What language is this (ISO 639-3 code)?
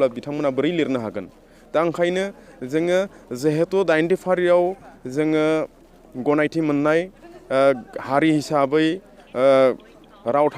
brx